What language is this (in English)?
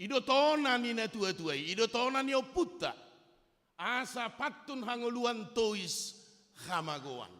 Batak Toba